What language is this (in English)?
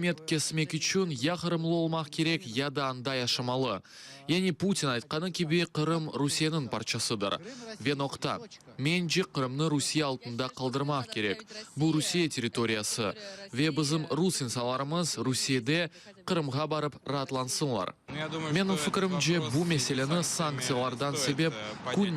Crimean Tatar